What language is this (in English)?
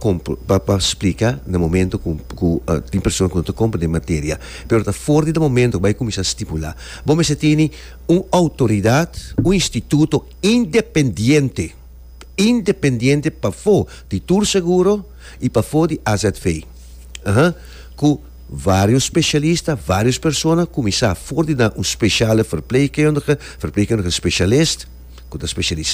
Papiamento